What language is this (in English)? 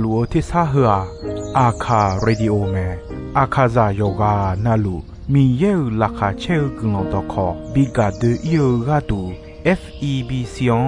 Akha